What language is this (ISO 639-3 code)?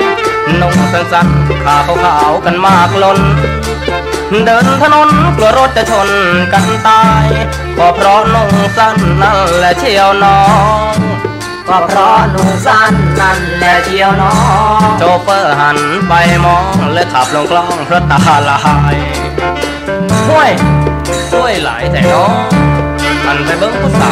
tha